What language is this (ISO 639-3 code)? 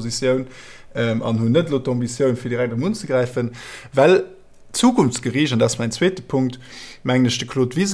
ltz